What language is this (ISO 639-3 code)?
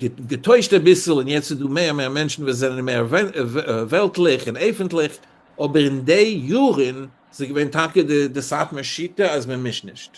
yid